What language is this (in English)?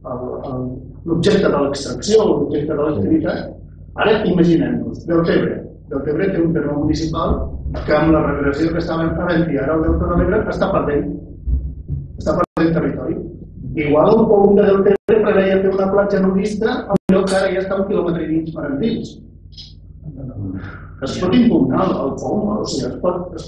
Catalan